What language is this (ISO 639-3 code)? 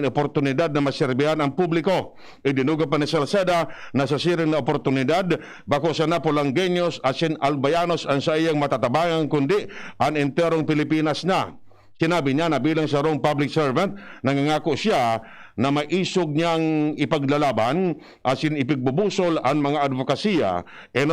bik